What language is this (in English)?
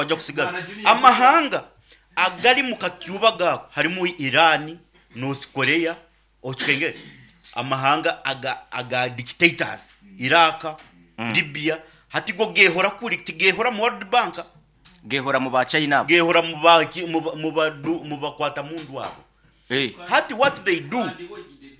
Nyoro